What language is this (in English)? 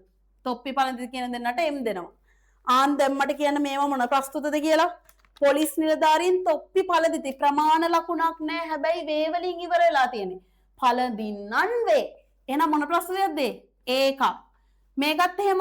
Sinhala